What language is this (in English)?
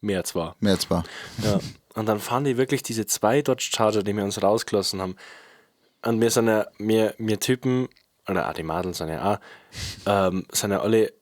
Bavarian